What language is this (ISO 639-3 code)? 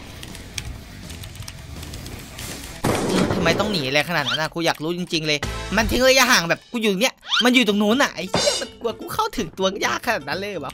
tha